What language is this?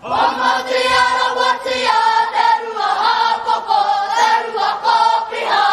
Māori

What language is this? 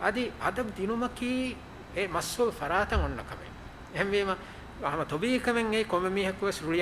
Divehi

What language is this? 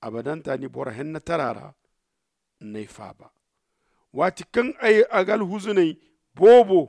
Zarma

